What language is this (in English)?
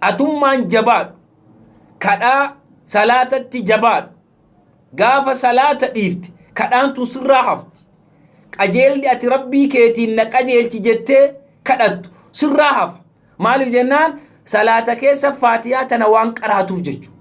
Oromo